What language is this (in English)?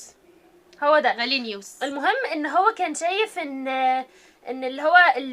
Egyptian Arabic